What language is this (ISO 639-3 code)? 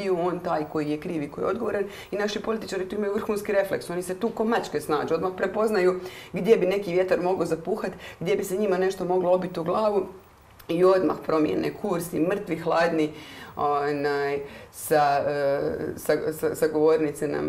hrv